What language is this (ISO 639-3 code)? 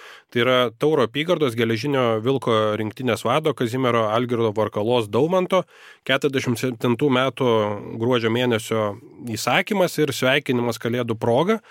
lit